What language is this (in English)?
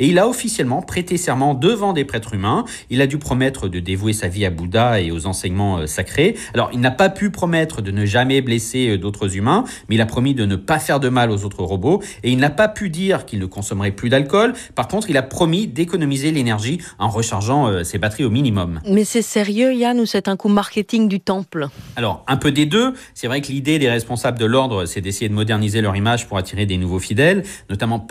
French